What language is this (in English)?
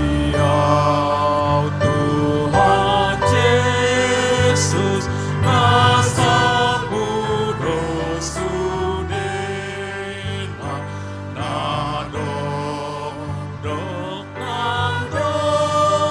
Batak Toba